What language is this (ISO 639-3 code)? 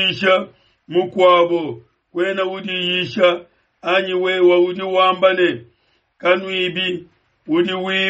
lua